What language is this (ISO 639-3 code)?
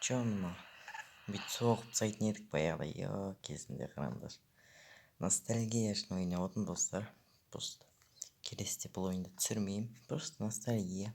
kaz